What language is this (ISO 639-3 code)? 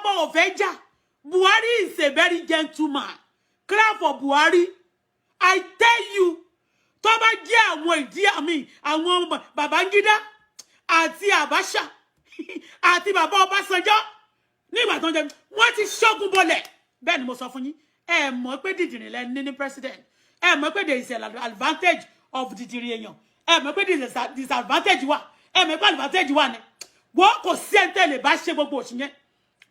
yor